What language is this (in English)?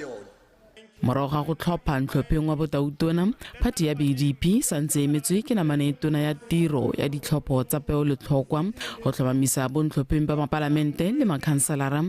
Tswana